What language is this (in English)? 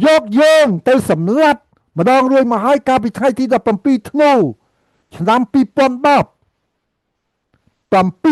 Khmer